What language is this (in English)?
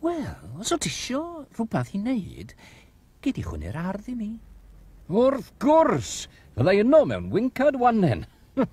Welsh